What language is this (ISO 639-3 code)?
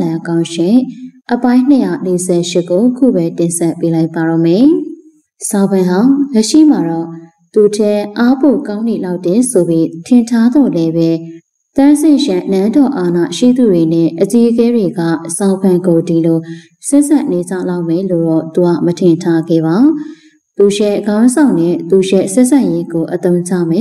mya